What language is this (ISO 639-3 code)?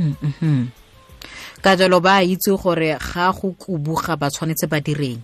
tsn